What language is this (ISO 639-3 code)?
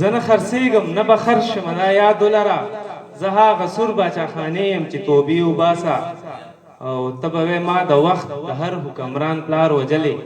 pus